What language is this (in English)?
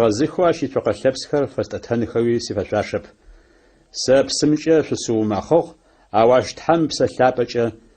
Adyghe